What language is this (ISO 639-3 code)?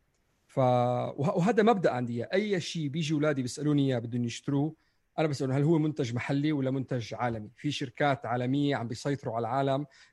apc